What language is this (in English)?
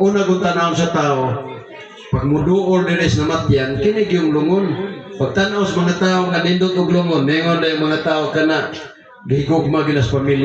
Cebuano